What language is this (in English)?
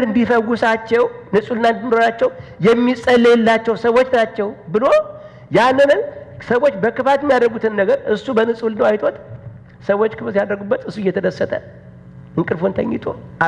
Amharic